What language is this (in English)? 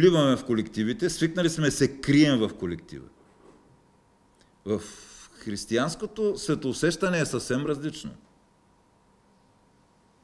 Bulgarian